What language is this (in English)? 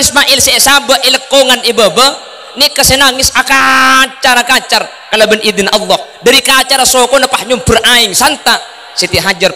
Madurese